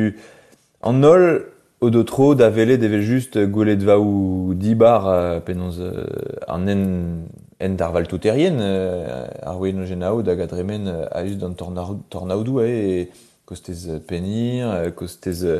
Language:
Breton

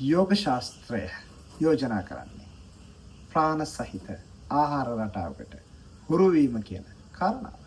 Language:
Sinhala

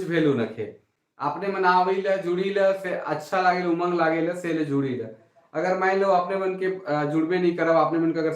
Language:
Sadri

